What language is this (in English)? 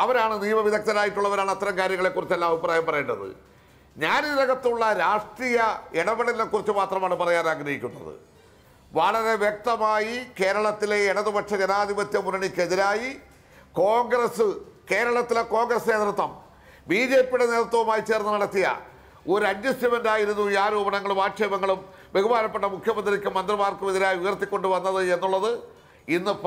Malayalam